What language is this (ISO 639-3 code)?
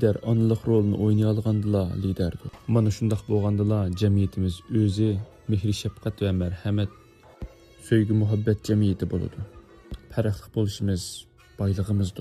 uig